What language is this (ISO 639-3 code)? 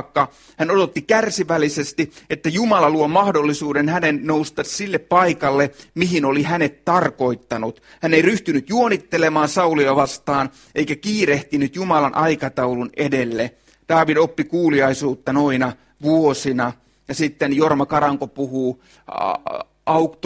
fin